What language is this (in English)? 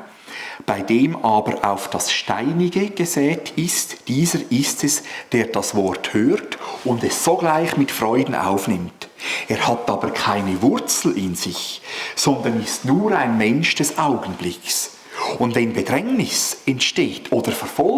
Swiss German